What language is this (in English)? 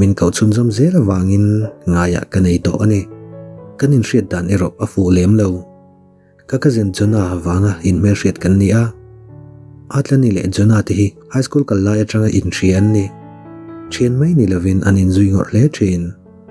Mizo